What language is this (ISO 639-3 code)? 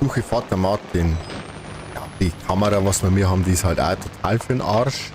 bar